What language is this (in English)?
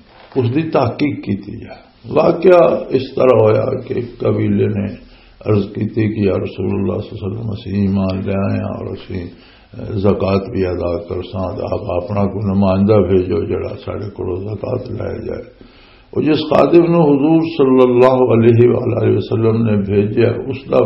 Western Panjabi